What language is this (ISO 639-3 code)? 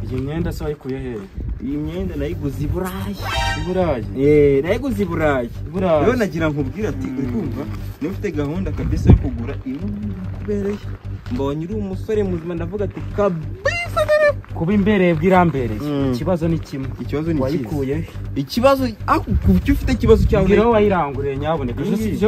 kin